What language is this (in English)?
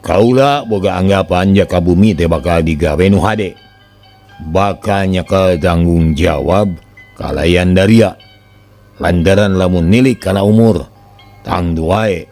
Sundanese